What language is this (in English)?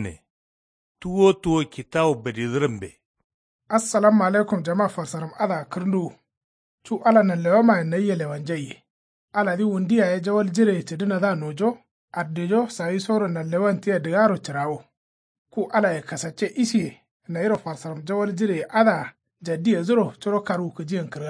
Kanuri